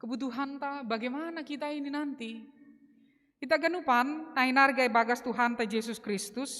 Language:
Batak Simalungun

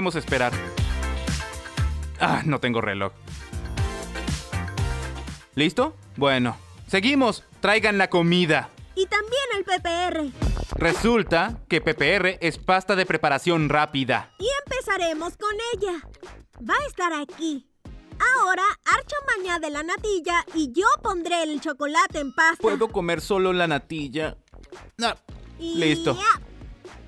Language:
Spanish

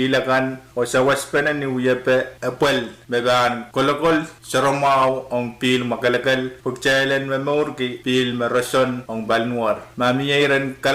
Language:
Pohnpeian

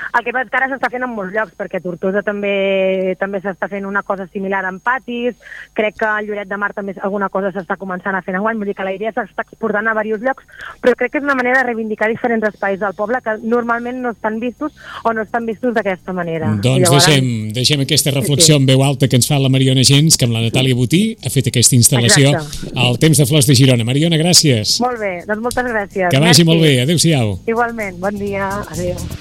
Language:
Catalan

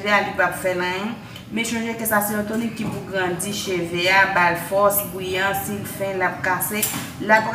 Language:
Haitian Creole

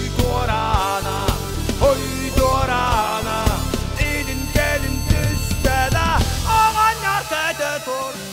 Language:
Yakut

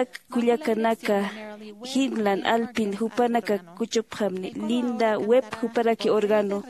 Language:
Aymara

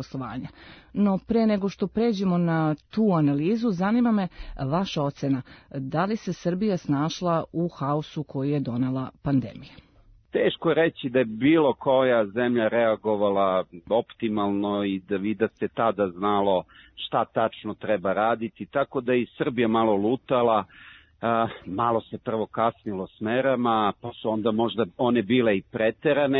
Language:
Serbian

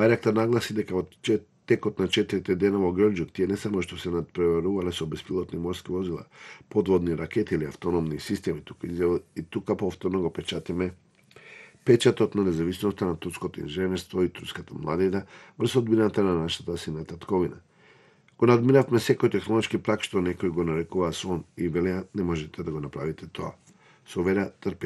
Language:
Macedonian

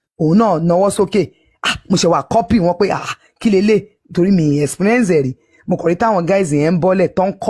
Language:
Yoruba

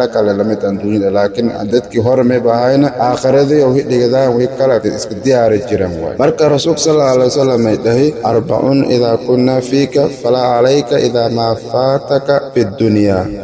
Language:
Somali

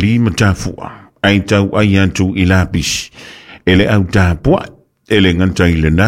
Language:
Samoan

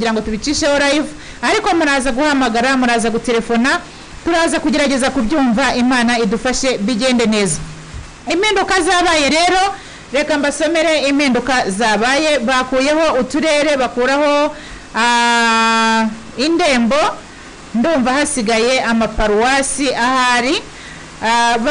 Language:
Kinyarwanda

